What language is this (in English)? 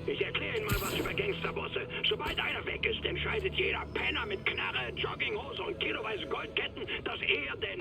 Bavarian